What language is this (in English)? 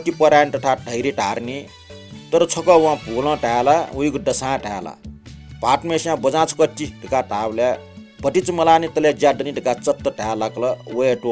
Newari